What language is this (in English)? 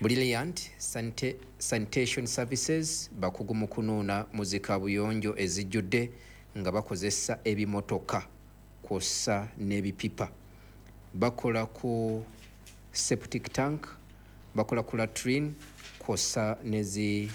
Ganda